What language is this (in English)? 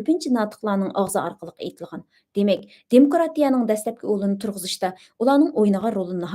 Uyghur